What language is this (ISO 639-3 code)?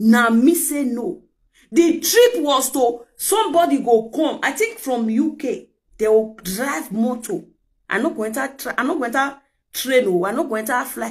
pcm